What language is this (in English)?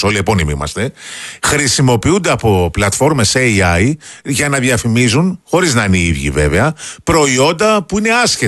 Greek